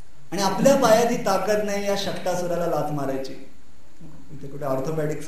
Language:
Marathi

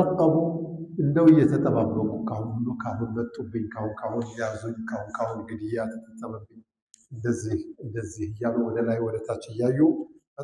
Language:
Amharic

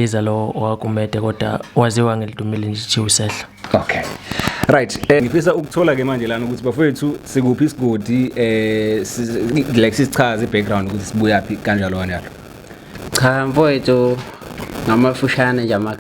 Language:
Zulu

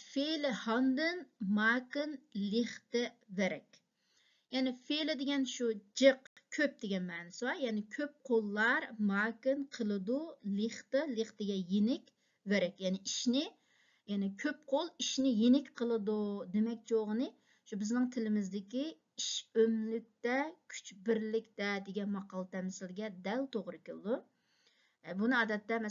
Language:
Uyghur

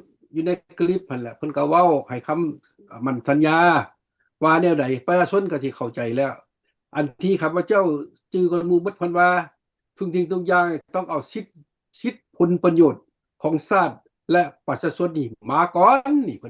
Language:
Lao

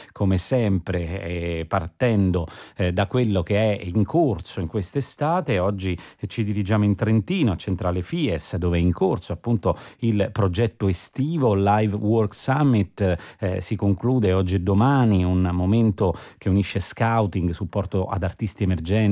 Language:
Italian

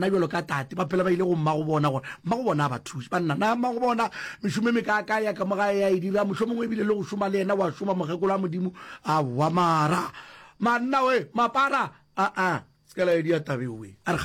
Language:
Northern Sotho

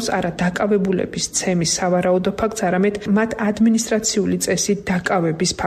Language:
Georgian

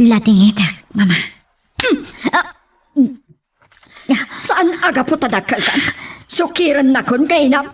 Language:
Iloko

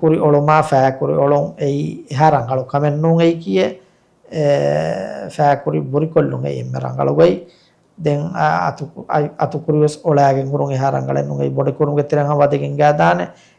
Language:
Divehi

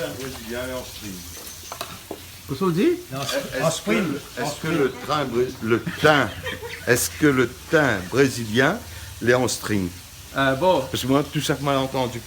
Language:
Réunion Creole French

